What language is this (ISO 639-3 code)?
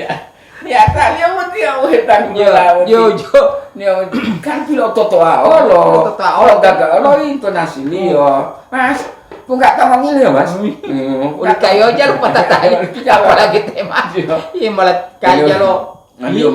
gor